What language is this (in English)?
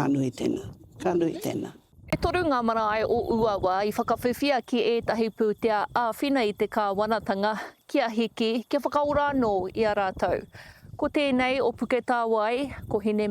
Māori